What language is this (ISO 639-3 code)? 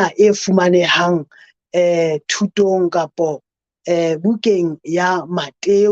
sot